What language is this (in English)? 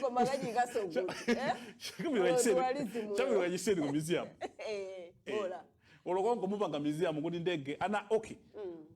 Nyanja